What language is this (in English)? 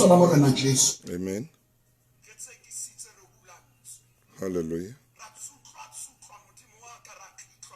Southern Sotho